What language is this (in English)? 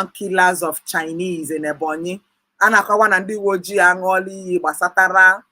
Igbo